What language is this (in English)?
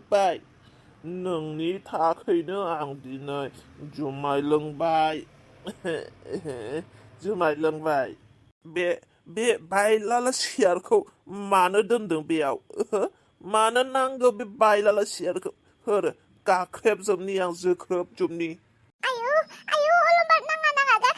Bodo